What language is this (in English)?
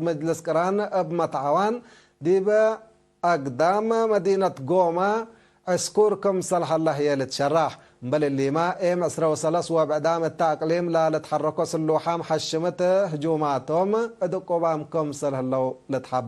Tigre